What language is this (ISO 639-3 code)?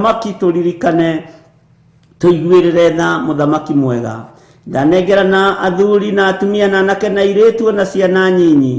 kik